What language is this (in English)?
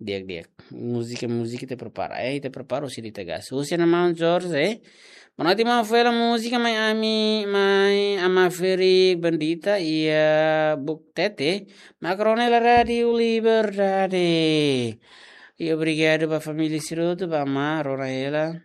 Tetum